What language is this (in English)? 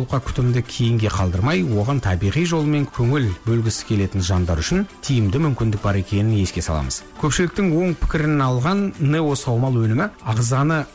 Kazakh